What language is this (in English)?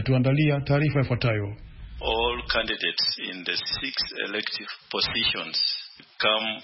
Swahili